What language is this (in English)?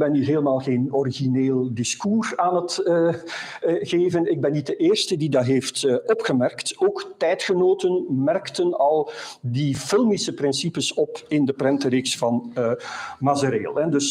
Dutch